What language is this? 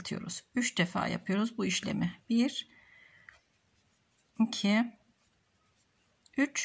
Turkish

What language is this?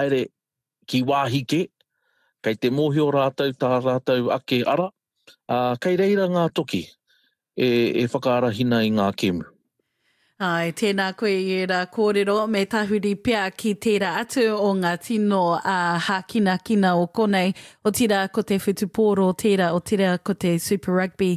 Māori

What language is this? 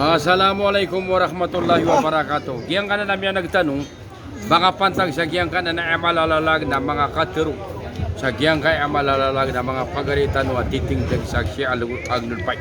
Maranao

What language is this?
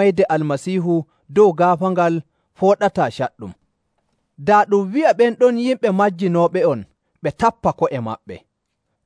Nigerian Fulfulde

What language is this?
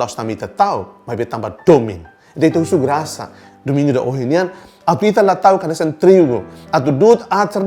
Tetum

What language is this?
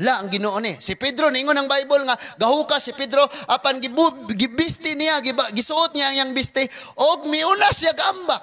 Cebuano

